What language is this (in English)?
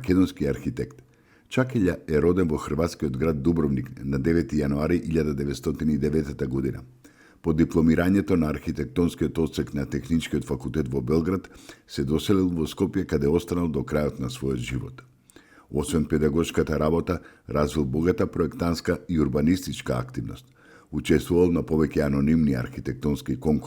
Macedonian